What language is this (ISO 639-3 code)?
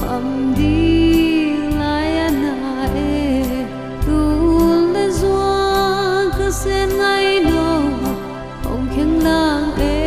ctd